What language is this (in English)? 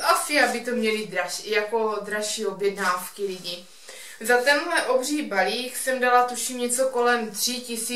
Czech